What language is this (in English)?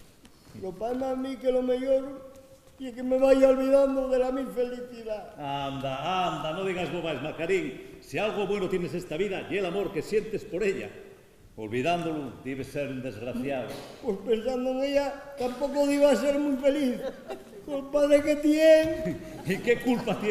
Asturian